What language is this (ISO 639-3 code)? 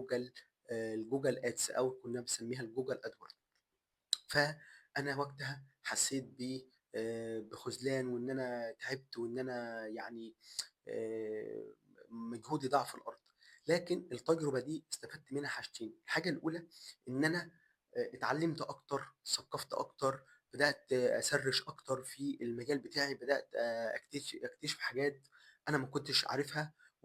arz